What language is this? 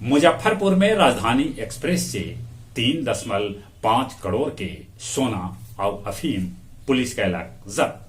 Magahi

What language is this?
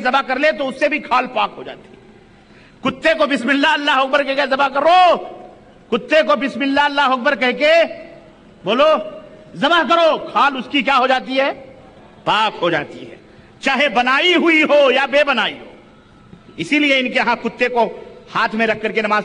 Urdu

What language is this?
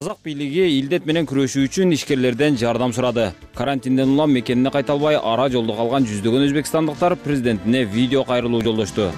Kyrgyz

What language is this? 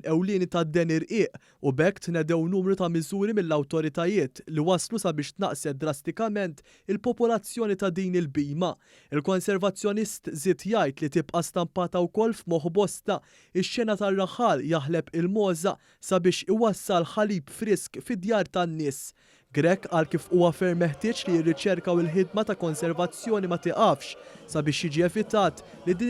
Maltese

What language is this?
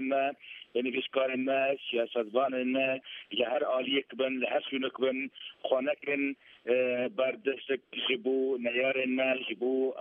Kurdish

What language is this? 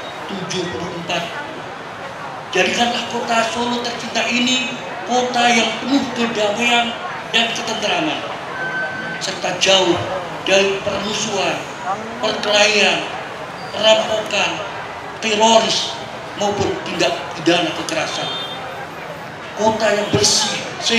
Indonesian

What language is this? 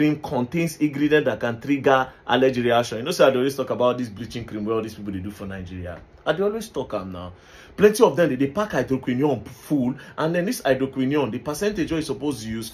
Nigerian Pidgin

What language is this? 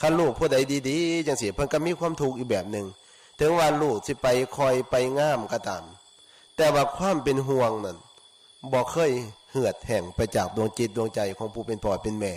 Northeastern Thai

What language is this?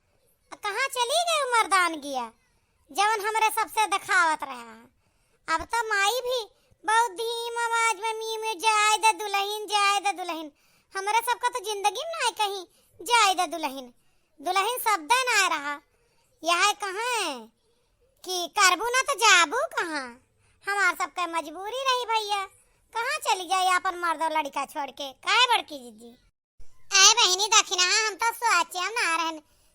Awadhi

